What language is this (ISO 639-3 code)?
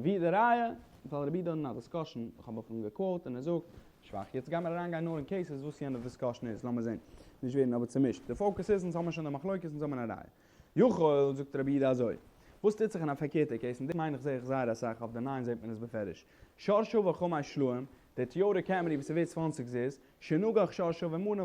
yid